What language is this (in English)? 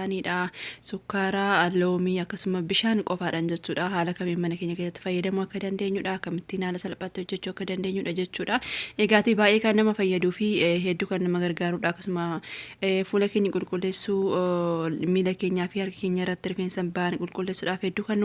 Oromo